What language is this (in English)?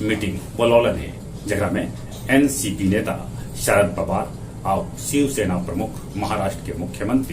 Magahi